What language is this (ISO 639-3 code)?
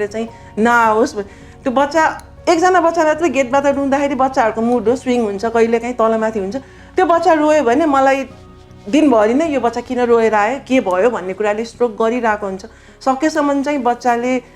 nep